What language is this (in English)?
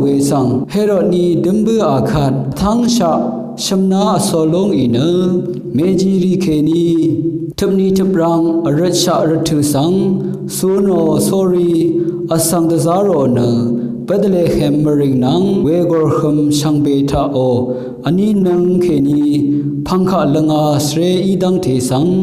Rawang